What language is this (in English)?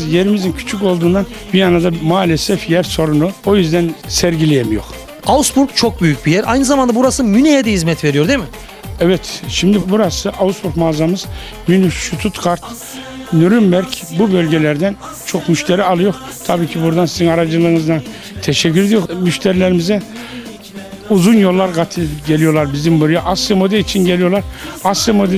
Turkish